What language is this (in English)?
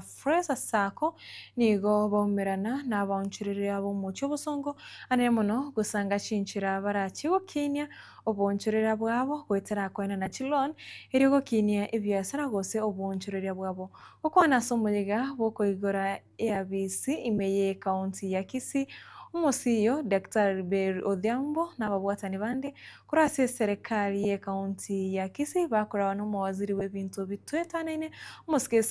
Gusii